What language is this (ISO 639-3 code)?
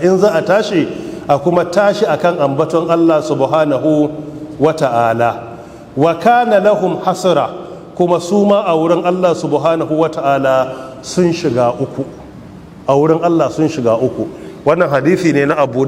hau